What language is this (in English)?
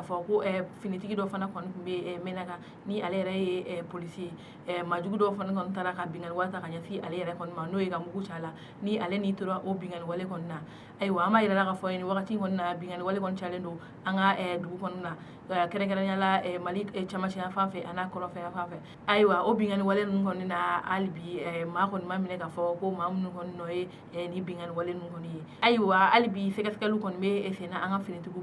Bambara